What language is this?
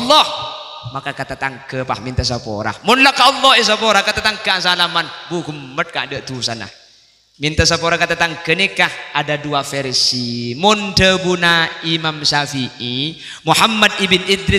Madurese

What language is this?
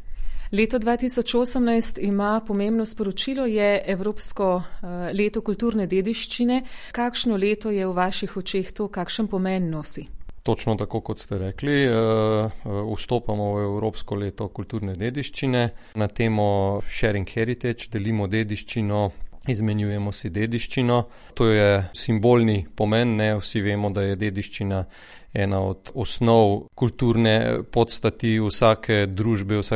Slovenian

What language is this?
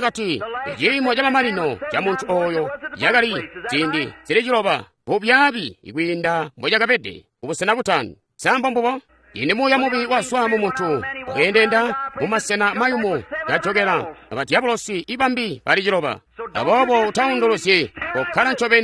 Tonga (Zambia)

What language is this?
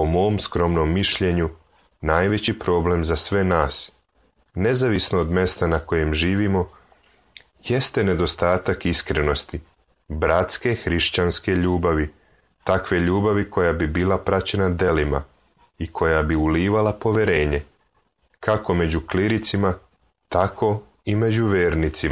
Serbian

